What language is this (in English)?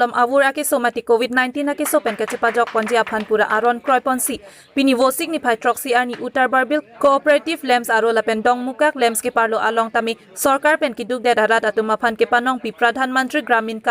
Karbi